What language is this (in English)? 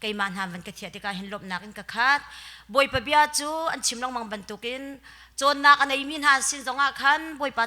Hakha Chin